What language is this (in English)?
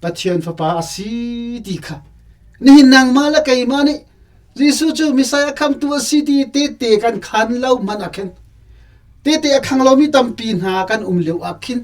Hakha Chin